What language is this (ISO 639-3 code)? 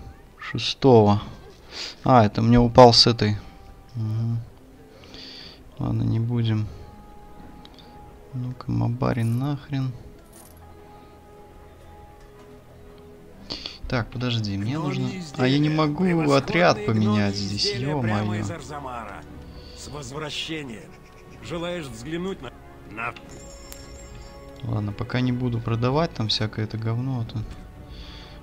rus